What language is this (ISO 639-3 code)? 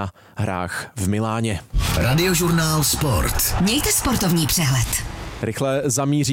ces